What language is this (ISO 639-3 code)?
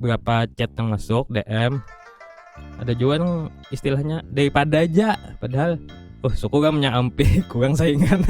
bjn